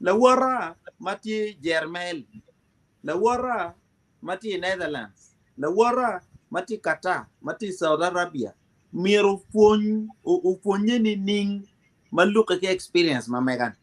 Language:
Acoli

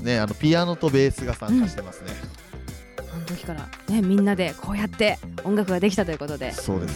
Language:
Japanese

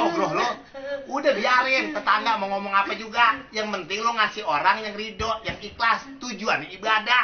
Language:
Betawi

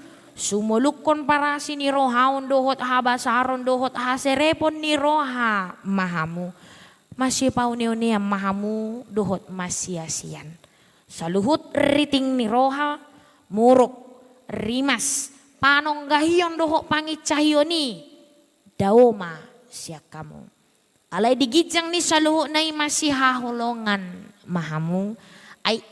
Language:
Batak Toba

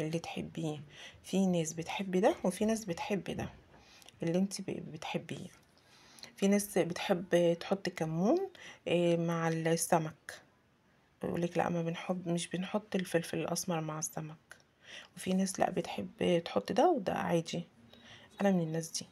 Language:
Egyptian Arabic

